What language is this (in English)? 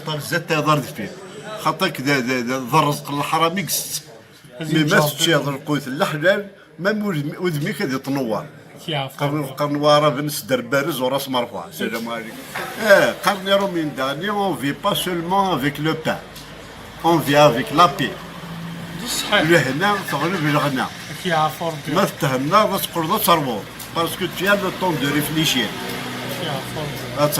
Kabyle